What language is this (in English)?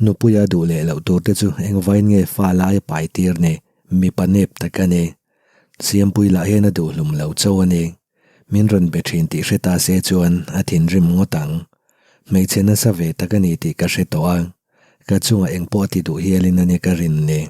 Mizo